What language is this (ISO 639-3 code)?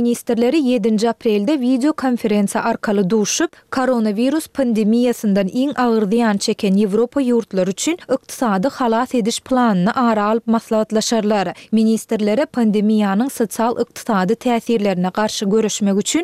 tuk